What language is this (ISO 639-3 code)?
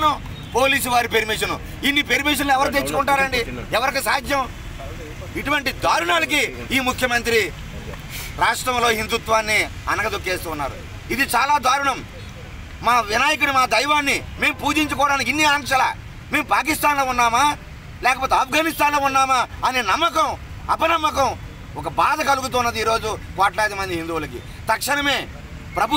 tel